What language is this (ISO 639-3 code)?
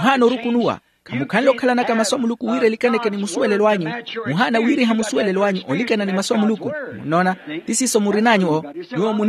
vmw